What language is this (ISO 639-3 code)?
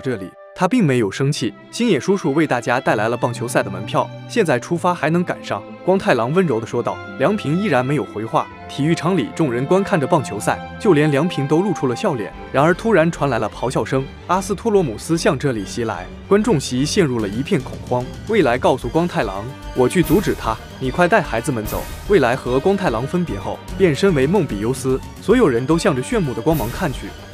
zho